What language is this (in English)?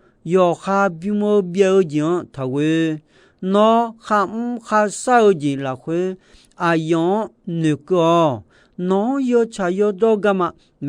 Akha